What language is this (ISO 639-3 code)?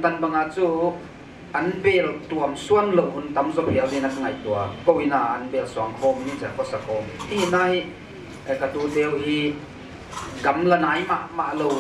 pck